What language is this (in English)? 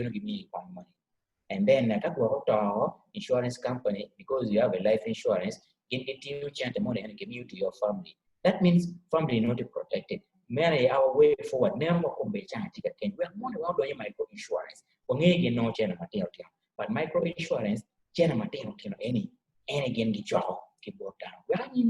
Acoli